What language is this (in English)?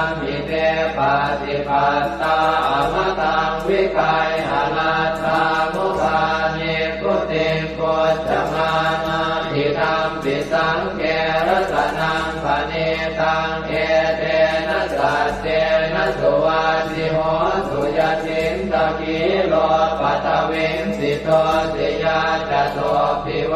Pali